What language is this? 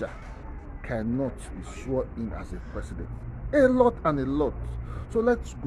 Nigerian Pidgin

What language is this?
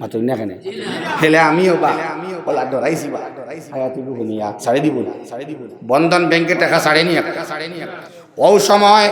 Sylheti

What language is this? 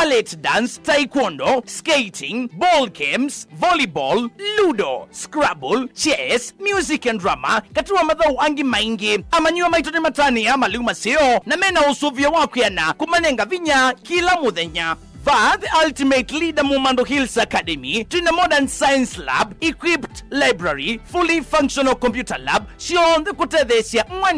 Kamba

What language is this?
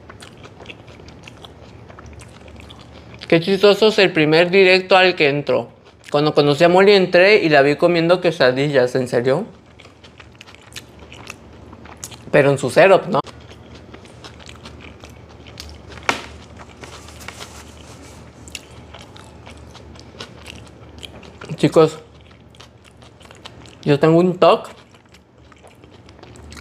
Spanish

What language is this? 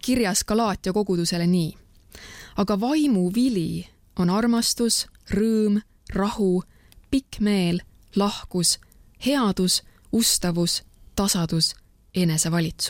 Estonian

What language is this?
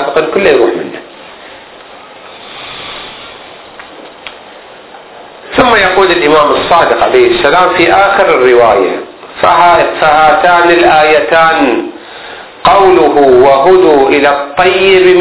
Arabic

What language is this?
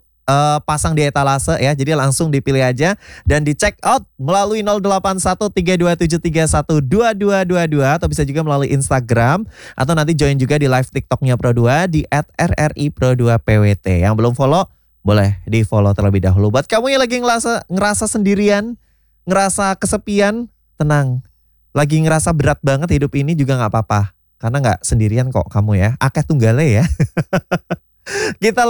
Indonesian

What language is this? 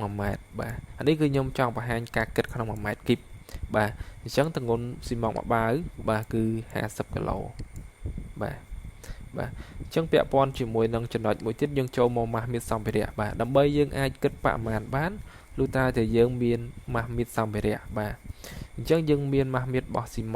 Khmer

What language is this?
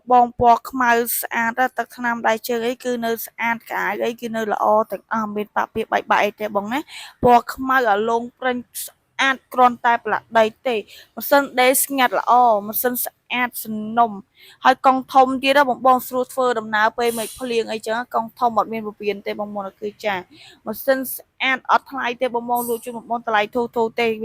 Khmer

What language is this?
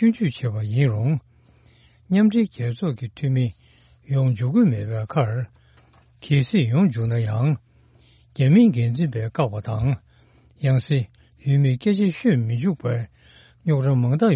Tibetan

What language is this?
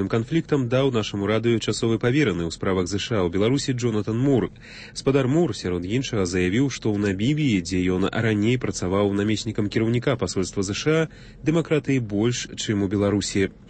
Belarusian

